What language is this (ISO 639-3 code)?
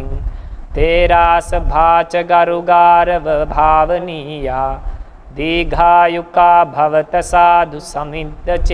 pli